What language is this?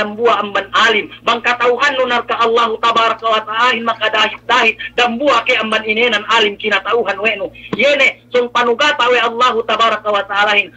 Yakan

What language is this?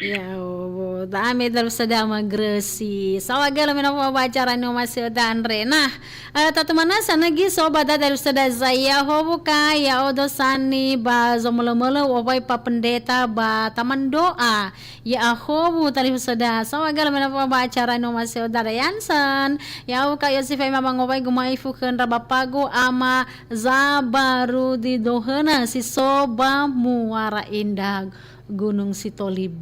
Nias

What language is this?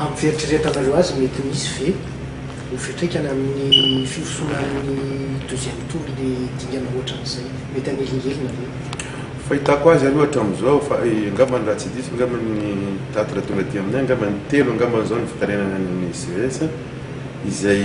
Malagasy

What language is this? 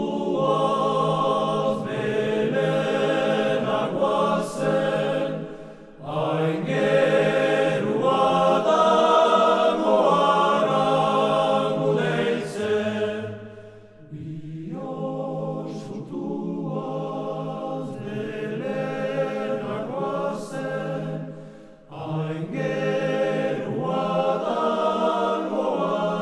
Basque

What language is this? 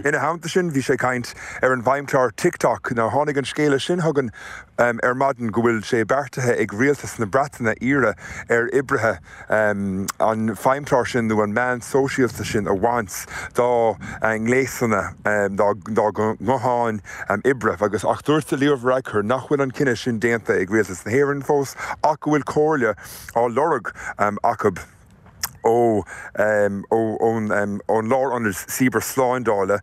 Irish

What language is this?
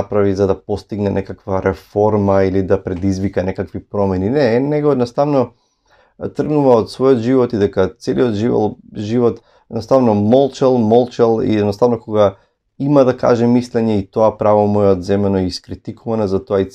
Macedonian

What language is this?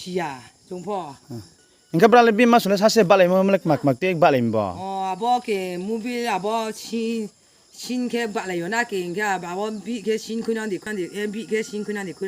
Riang (India)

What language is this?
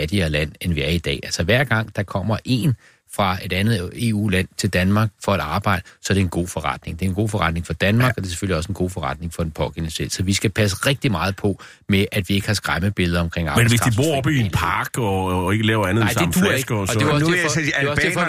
Danish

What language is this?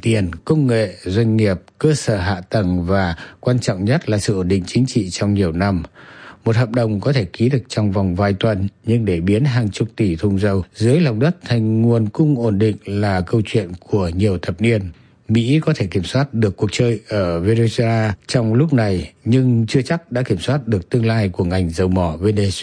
Vietnamese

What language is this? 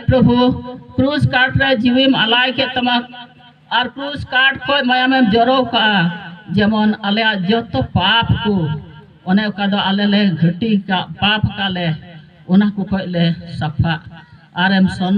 Santali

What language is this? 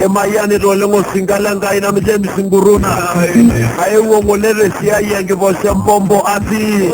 Masai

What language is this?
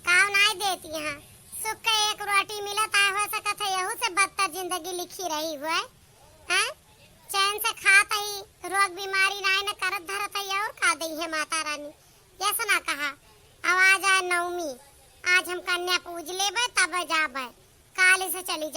Awadhi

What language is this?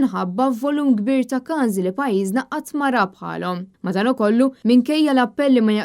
Maltese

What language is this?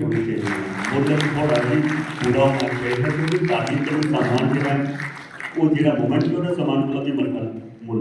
Dogri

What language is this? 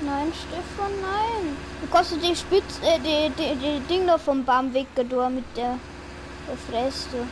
Bavarian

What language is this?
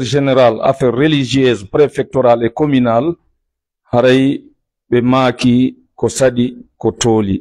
Pular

